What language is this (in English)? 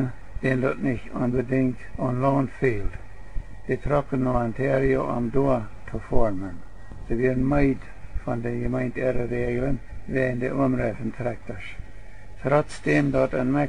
Plautdietsch